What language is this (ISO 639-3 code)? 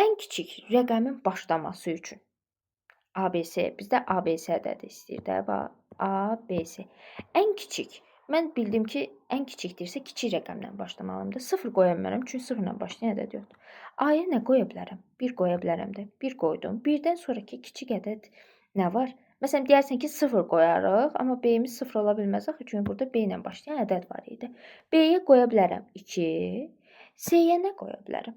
aze